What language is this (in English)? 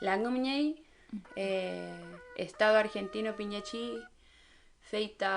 Mapuche